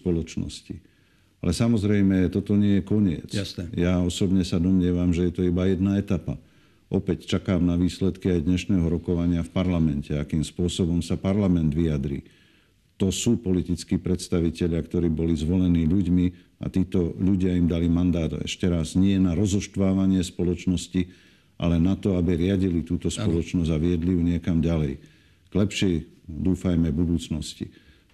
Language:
Slovak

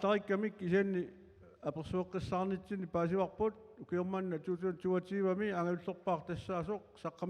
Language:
Kalaallisut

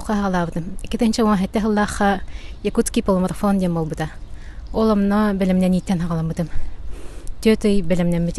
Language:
Yakut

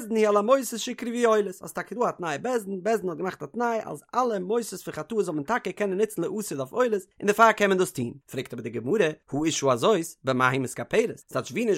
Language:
Yiddish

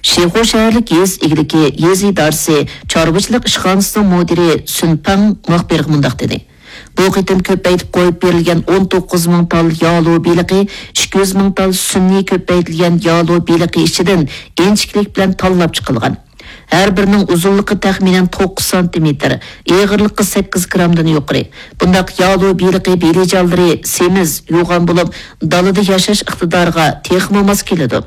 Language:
Uyghur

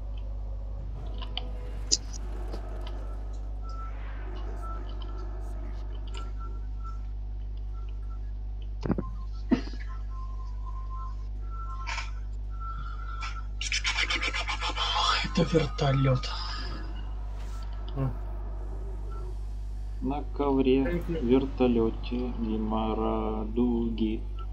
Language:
Russian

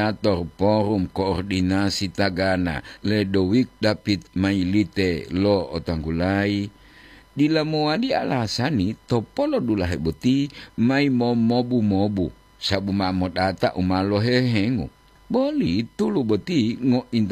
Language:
Gorontalo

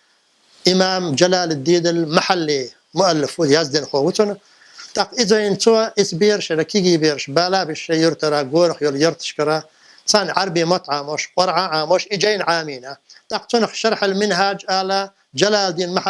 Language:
Chechen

